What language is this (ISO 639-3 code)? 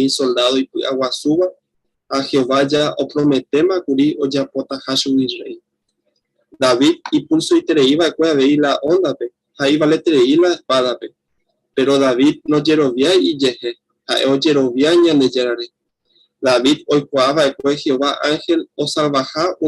grn